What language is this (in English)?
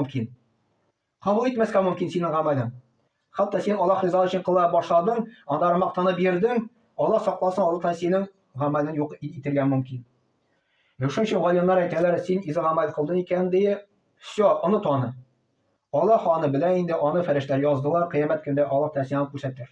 Tatar